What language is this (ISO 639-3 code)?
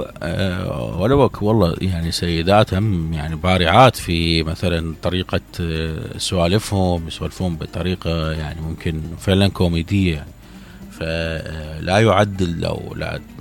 acm